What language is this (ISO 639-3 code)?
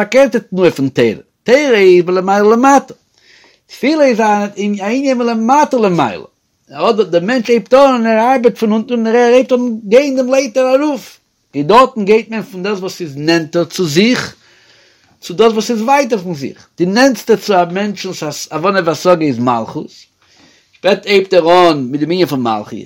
yid